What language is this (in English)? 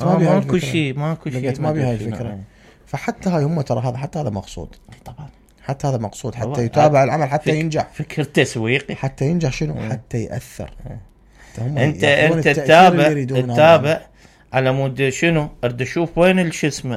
Mesopotamian Arabic